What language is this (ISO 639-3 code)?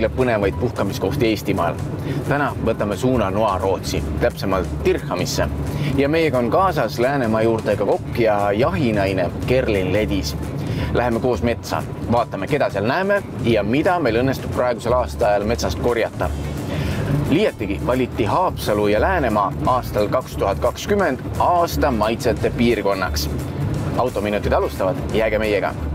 est